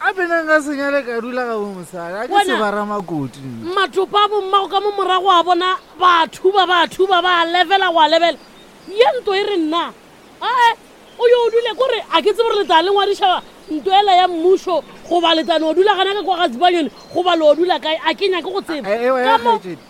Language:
Northern Sotho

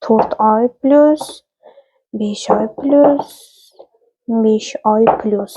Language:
Uzbek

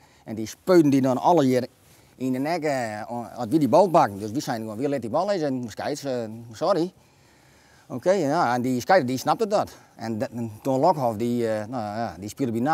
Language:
Western Frisian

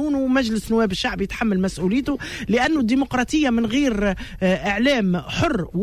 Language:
Tunisian Arabic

